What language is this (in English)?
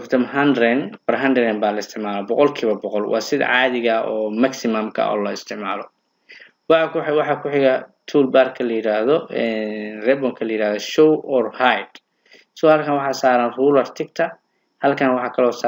Somali